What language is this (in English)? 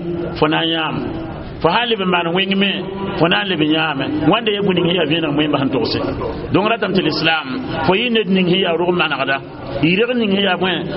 Mossi